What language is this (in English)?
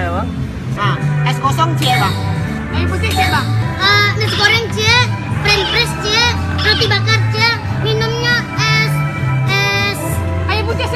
Minangkabau